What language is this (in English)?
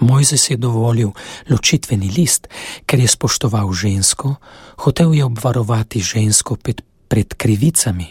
Slovenian